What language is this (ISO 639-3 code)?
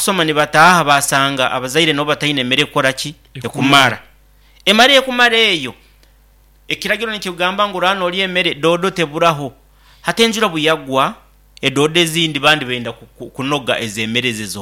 nyn